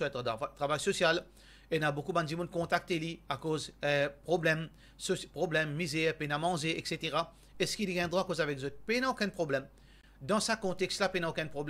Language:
Morisyen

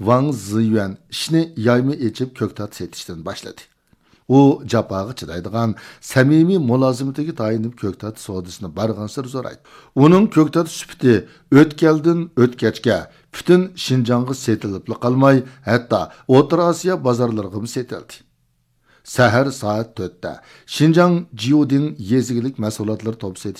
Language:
Uyghur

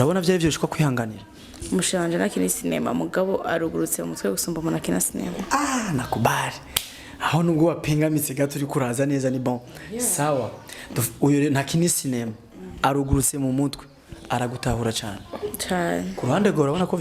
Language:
Rundi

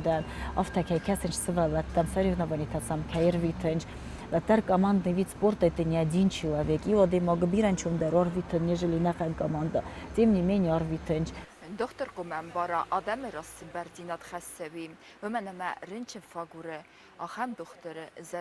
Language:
Ossetic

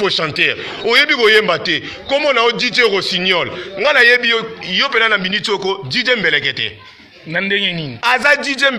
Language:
Lingala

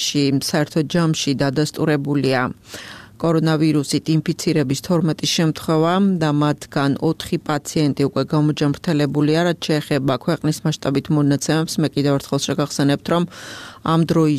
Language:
Georgian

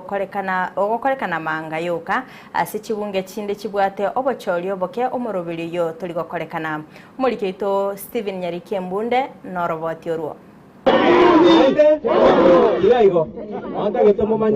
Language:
Gusii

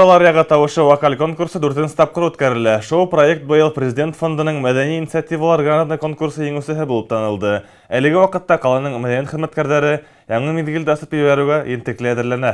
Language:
Bashkir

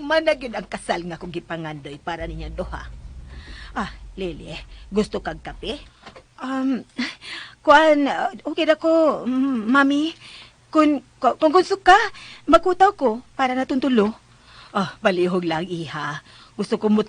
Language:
Cebuano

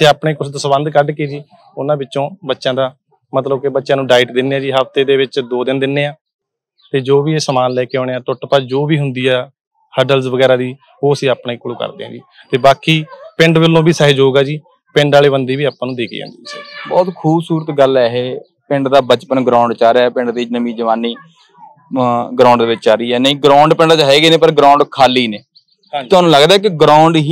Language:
Punjabi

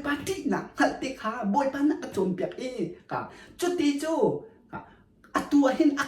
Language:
Hakha Chin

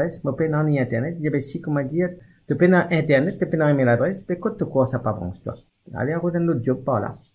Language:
Morisyen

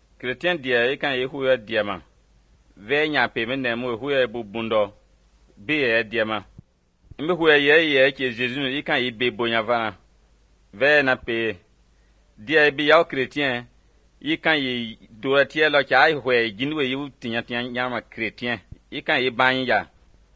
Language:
Somali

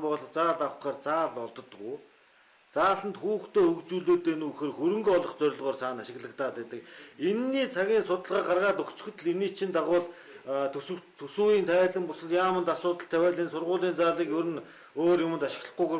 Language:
Mongolian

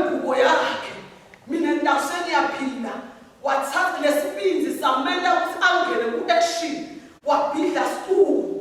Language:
Swati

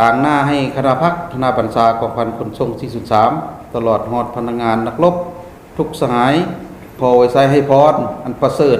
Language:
Lao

